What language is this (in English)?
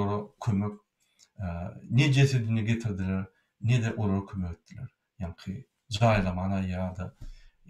Turkmen